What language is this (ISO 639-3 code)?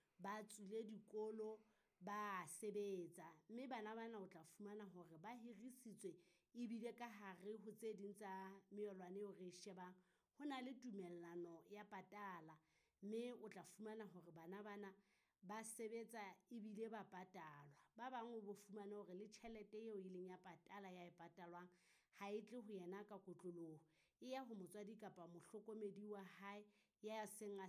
sot